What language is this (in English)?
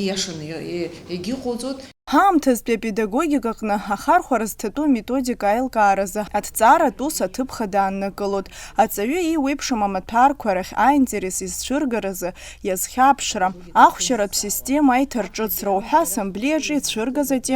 Abkhazian